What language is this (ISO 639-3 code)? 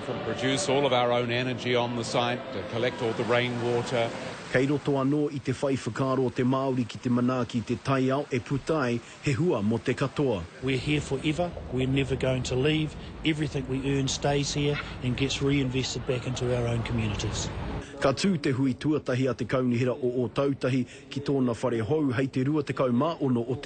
mri